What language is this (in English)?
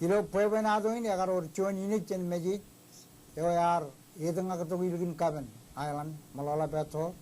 Marshallese